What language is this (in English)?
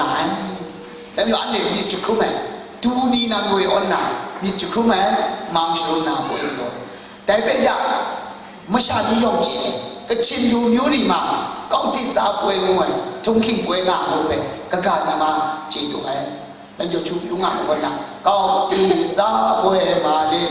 Kachin